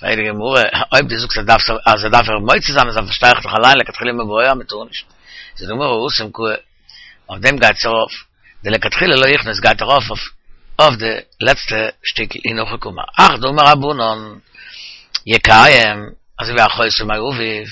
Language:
Yiddish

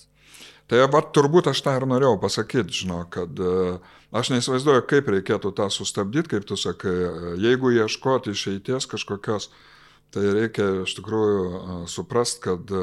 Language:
Lithuanian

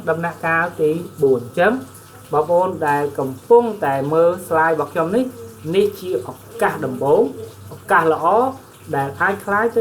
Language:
Khmer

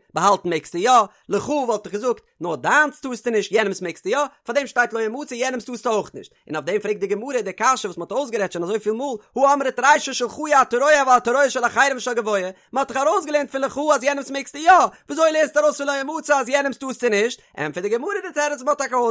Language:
Yiddish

